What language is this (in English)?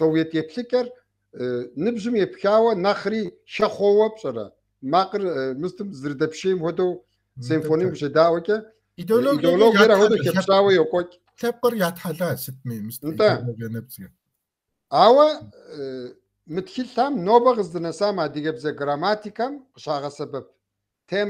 Kabardian